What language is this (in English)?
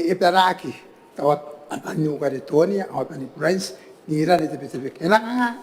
Gilbertese